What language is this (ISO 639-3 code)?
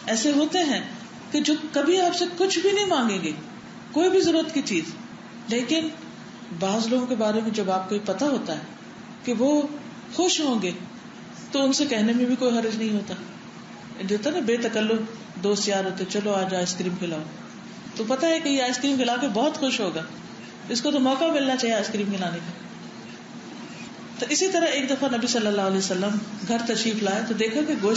urd